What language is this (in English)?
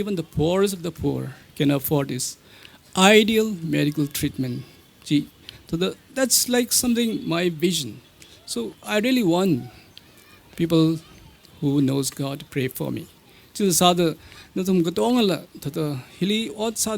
Tangkhul Naga (India)